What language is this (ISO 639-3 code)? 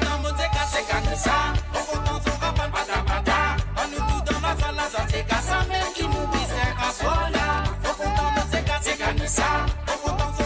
mfe